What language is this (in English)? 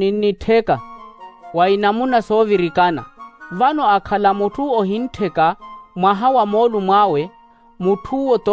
Makhuwa